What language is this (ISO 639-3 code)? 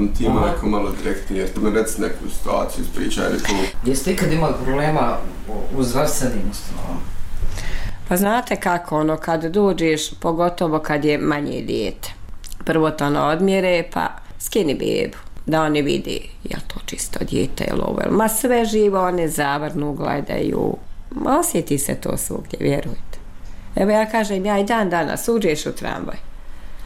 bos